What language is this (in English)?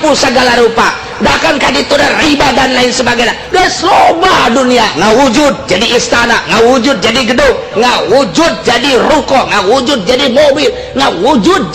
Sundanese